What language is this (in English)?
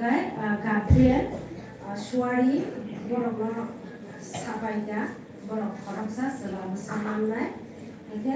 Kok Borok